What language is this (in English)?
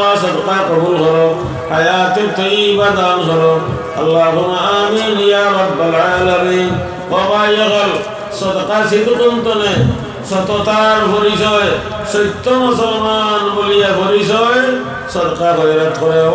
Sylheti